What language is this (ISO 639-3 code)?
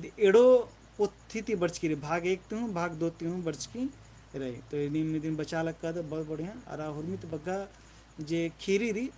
kru